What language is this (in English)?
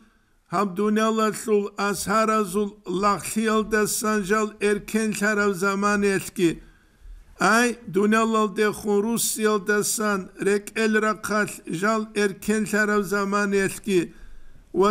Avaric